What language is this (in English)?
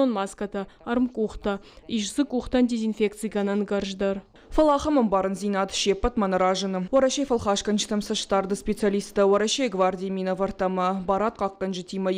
Ossetic